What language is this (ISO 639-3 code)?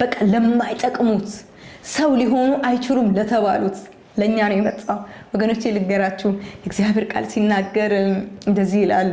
amh